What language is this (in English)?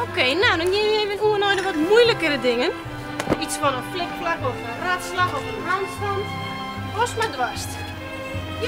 Western Frisian